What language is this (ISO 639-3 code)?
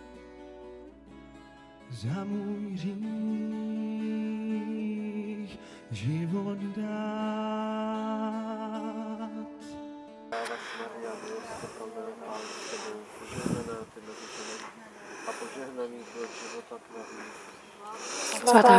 ces